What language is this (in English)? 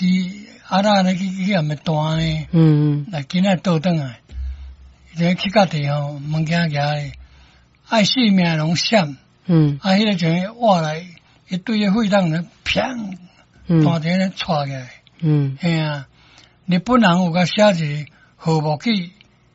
Min Nan Chinese